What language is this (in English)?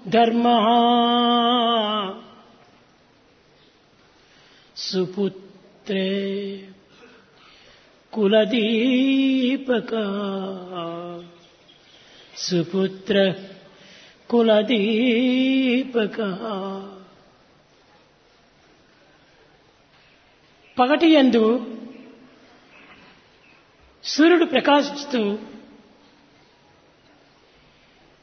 Telugu